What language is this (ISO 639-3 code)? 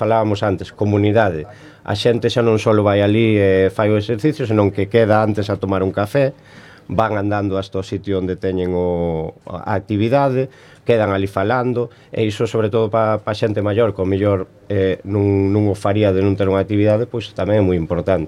glg